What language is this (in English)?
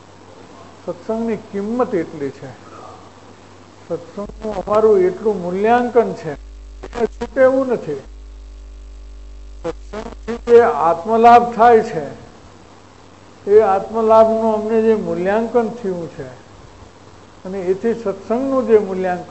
Gujarati